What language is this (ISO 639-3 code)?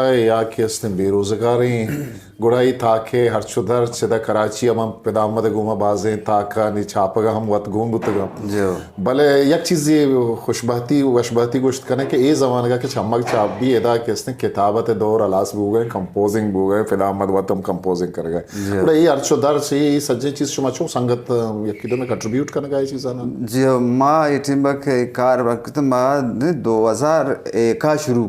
bgp